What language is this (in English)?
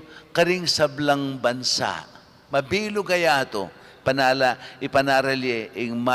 Pampanga